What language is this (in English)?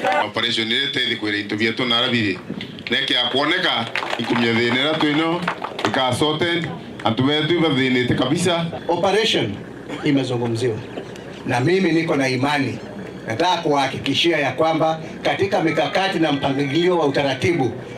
Meru